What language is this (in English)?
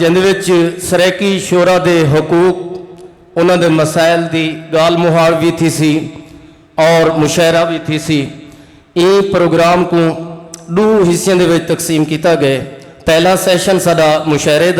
Saraiki